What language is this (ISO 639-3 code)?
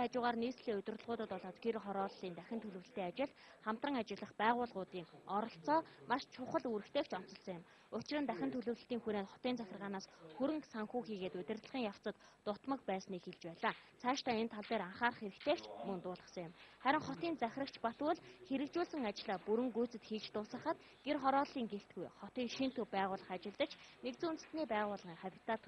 mon